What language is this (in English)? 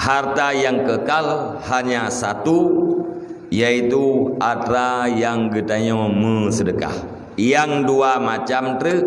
Achinese